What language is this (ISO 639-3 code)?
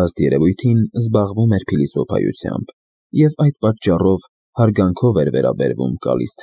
hye